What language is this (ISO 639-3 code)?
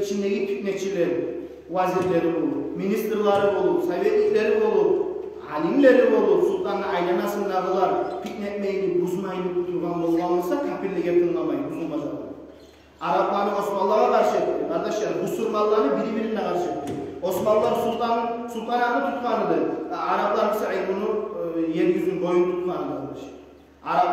kum